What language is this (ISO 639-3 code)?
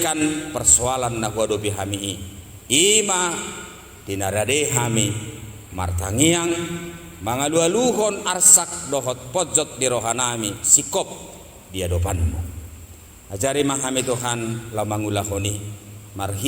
bbc